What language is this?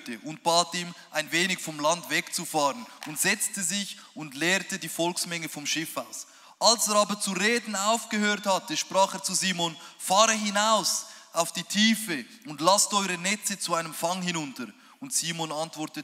Swiss German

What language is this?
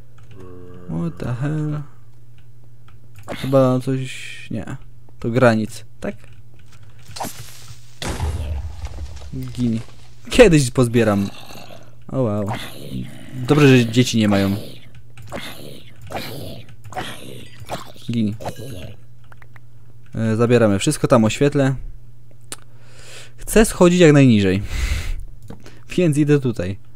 Polish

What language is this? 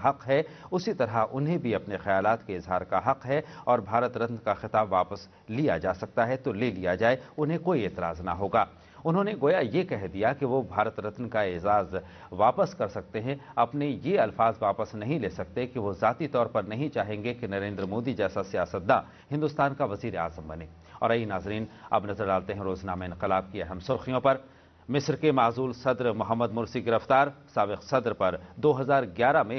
Urdu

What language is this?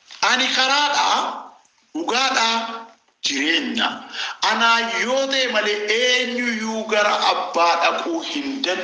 Oromo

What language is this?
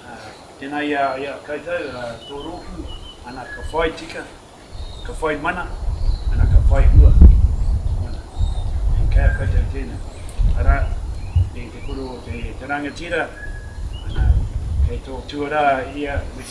Māori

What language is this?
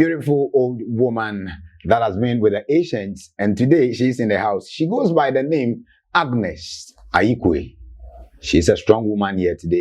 Ewe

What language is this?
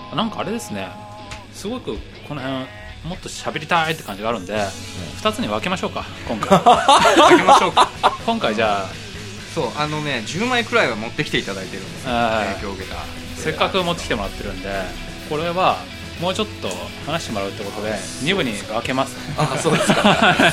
Japanese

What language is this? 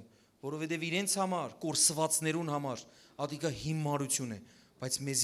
Western Armenian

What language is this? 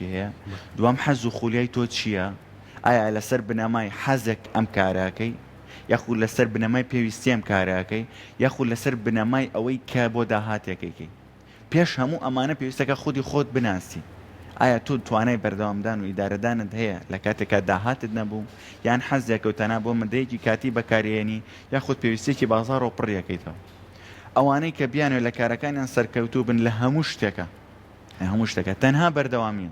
Central Kurdish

